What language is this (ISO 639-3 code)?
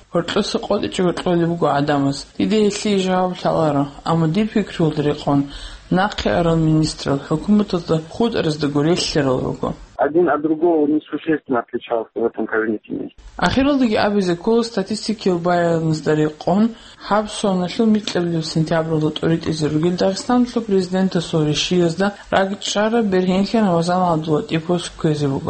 ava